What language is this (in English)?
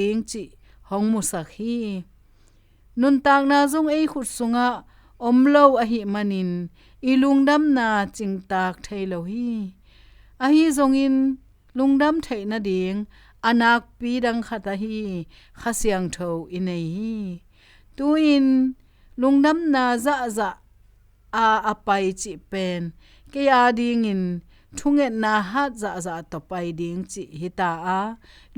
Tedim Chin